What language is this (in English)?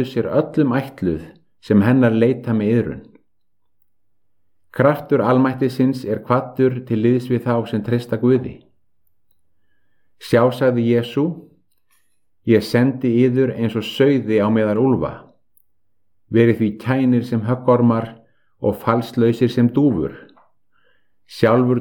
Icelandic